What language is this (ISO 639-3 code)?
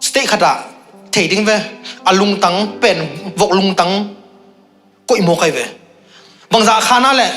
ctd